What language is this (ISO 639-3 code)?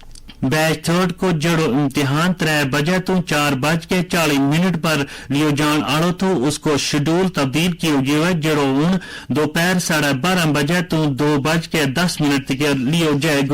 gju